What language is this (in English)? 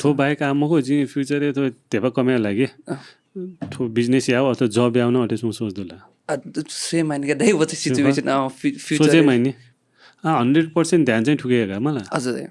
Newari